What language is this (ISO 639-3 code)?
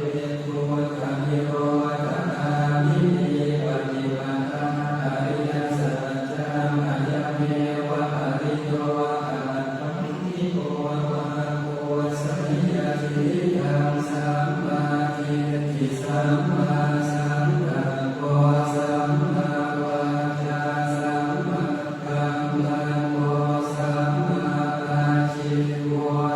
pli